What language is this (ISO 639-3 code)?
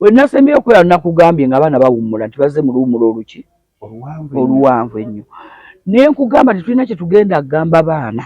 lug